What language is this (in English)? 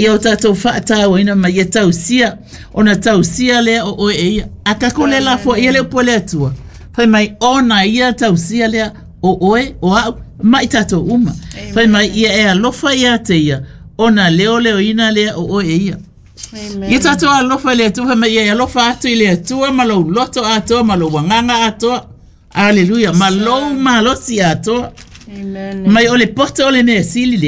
Samoan